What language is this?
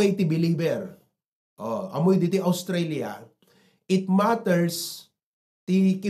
Iloko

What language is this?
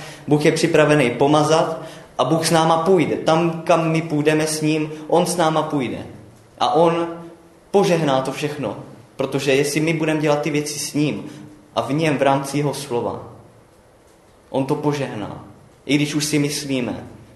Czech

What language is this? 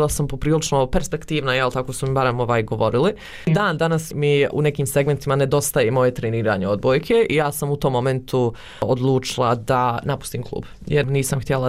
Bosnian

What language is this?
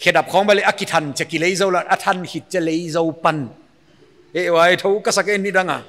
Paite Chin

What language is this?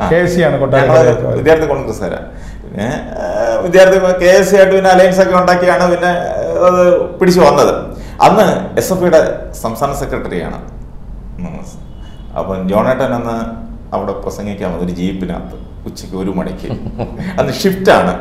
Malayalam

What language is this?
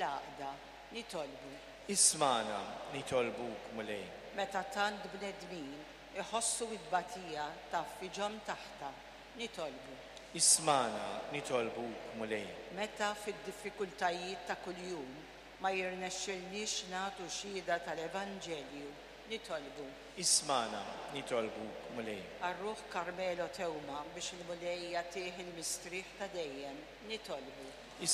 Maltese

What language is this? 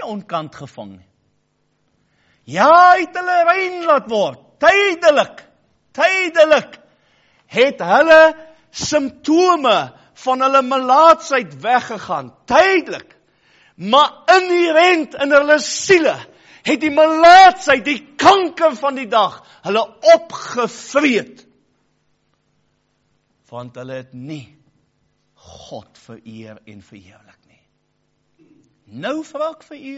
Afrikaans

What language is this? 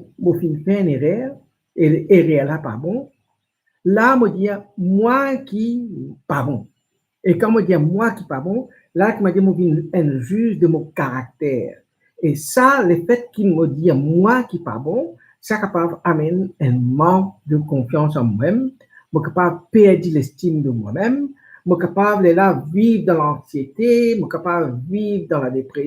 Morisyen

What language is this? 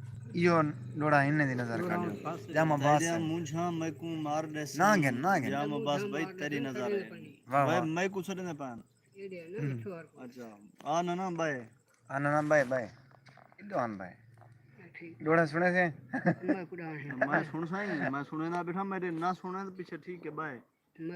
Saraiki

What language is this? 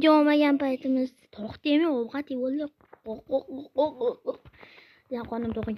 Uzbek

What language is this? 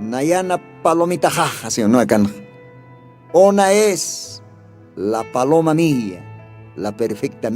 Aymara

